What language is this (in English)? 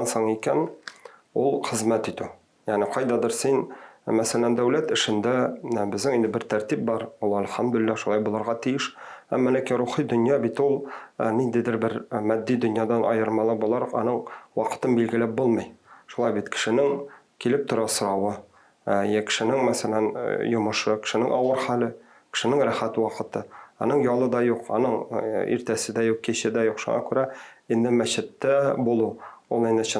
Tatar